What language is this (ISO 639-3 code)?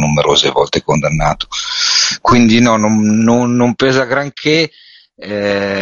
ita